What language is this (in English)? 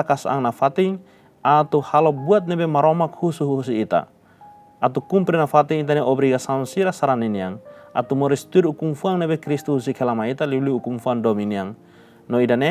Tetum